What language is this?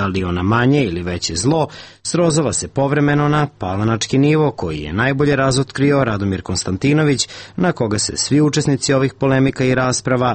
Serbian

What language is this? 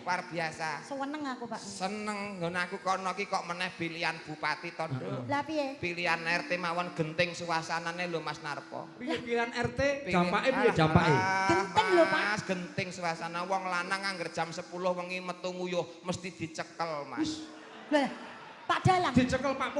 Javanese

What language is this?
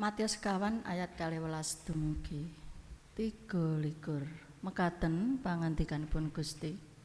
Javanese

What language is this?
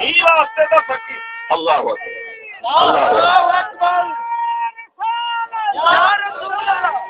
Saraiki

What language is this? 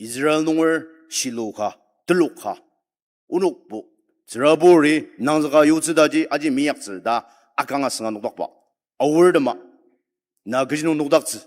Ao Naga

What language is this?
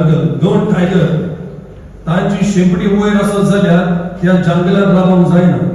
Konkani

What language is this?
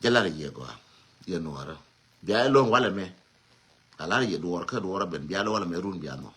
Nuer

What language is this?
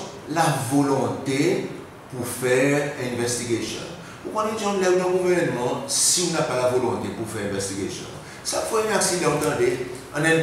Seselwa Creole French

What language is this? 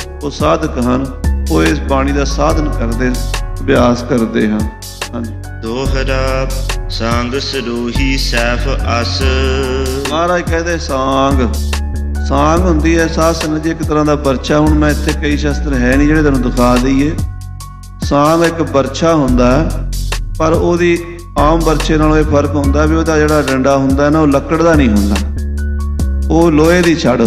Punjabi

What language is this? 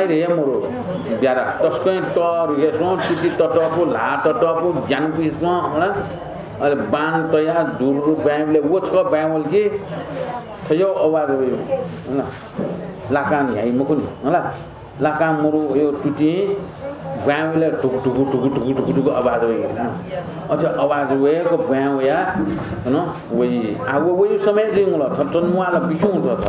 Newari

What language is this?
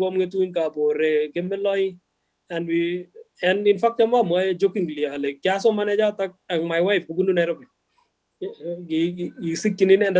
Kalenjin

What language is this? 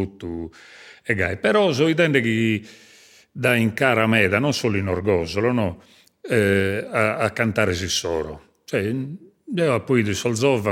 Sardinian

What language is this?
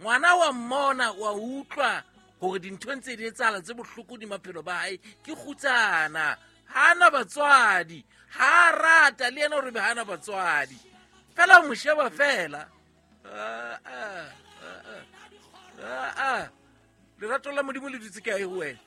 Southern Sotho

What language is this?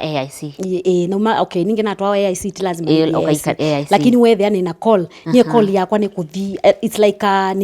Kamba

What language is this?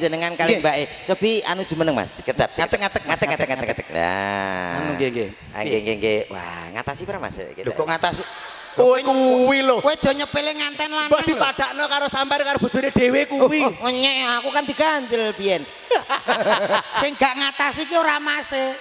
Javanese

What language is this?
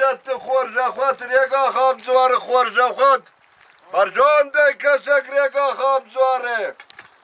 Ossetic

